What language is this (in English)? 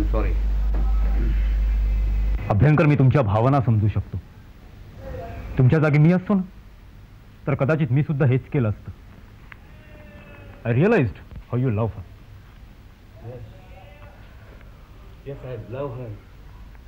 Marathi